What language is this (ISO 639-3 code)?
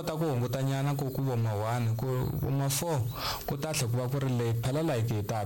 tso